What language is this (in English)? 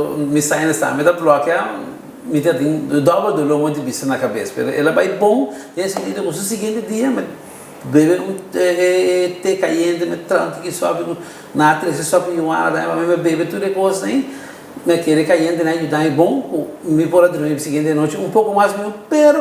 Papiamento